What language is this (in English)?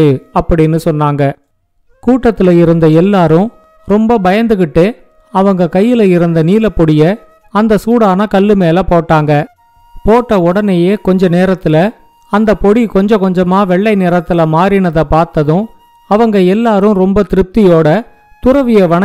Tamil